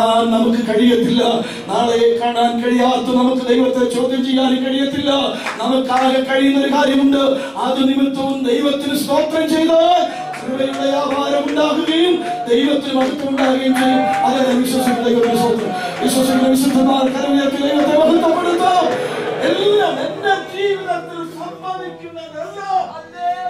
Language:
Malayalam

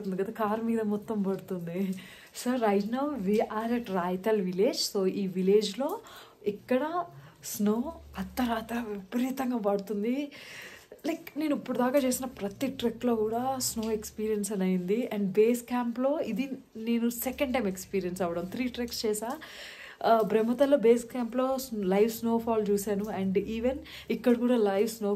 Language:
Telugu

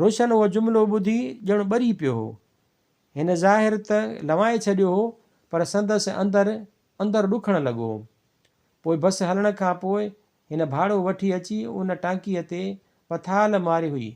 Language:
Sindhi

